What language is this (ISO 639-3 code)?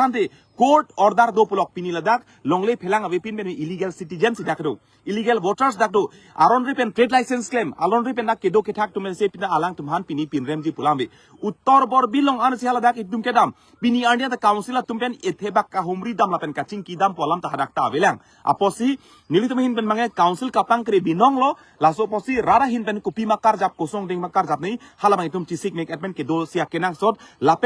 mjw